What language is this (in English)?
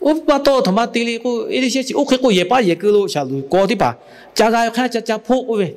Lahu